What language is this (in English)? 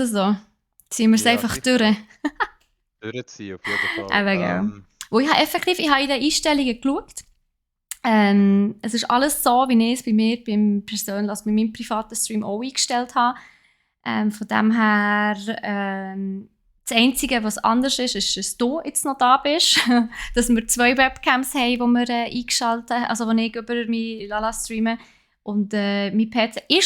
Swiss German